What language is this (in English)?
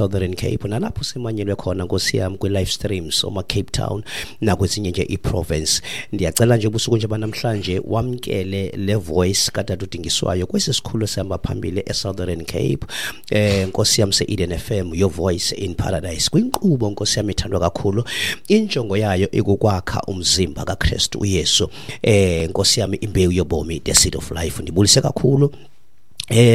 Xhosa